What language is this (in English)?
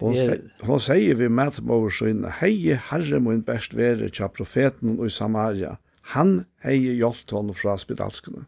Faroese